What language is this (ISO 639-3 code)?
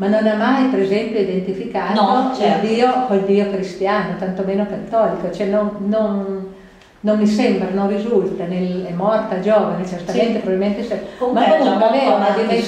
ita